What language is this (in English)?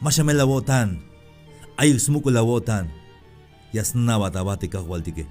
Tzeltal